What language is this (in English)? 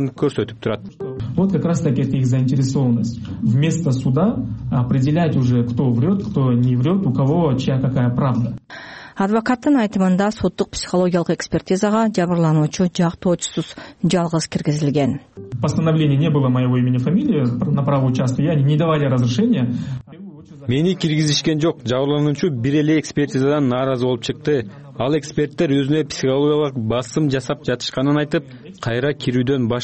Kyrgyz